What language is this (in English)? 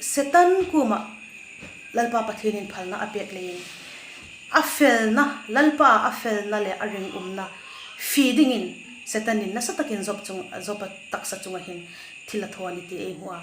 Hmar